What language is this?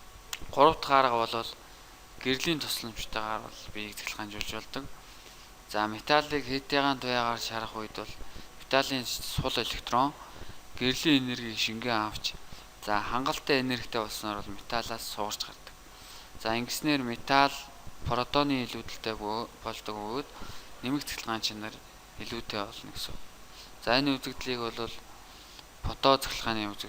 Mongolian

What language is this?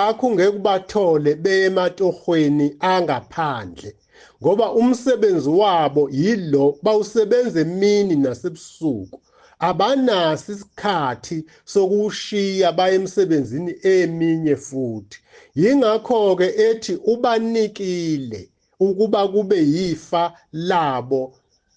Zulu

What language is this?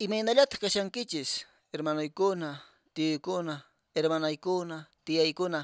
Quechua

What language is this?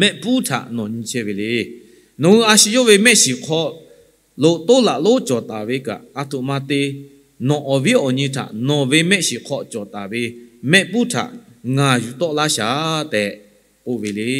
Lahu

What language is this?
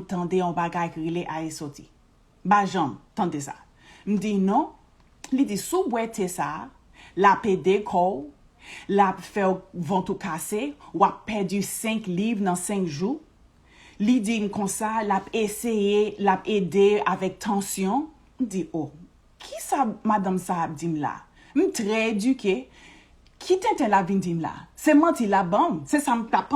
Haitian Creole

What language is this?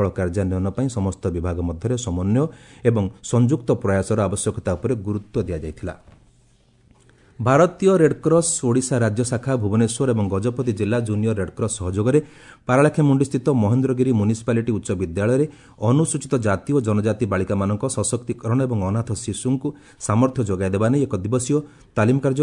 Odia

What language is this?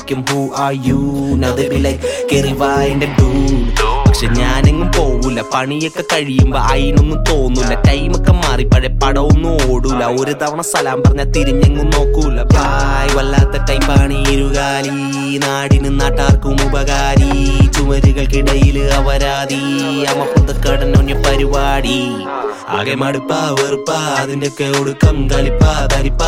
Malayalam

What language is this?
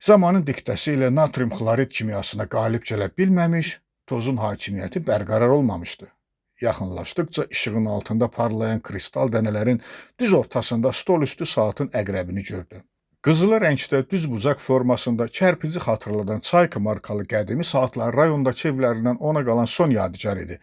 Azerbaijani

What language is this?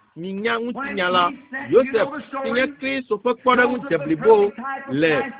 Ewe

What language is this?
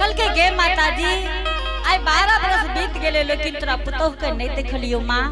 Angika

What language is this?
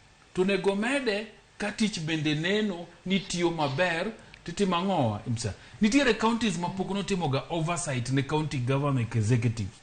Luo (Kenya and Tanzania)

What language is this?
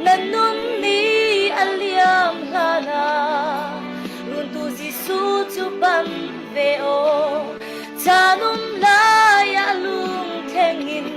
Falam Chin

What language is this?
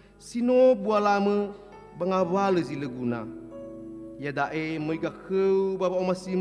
Nias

